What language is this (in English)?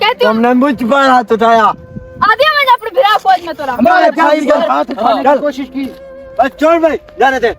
Saraiki